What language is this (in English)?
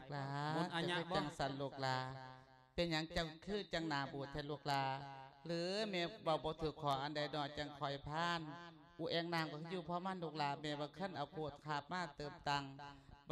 Lao